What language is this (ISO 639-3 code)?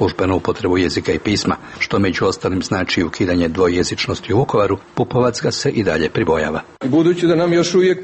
srp